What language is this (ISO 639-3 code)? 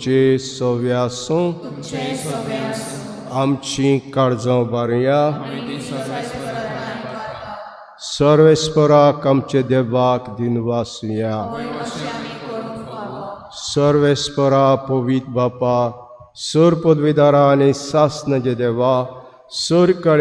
kok